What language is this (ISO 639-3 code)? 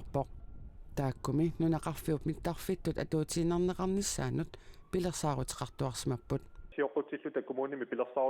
kal